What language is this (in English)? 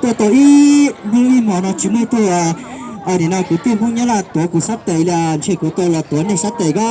Hmong